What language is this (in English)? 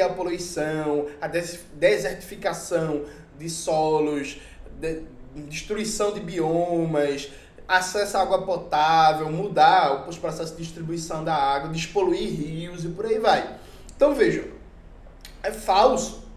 Portuguese